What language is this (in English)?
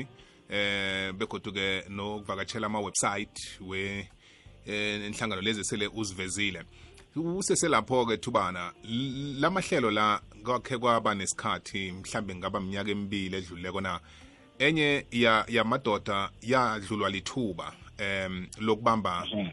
South Ndebele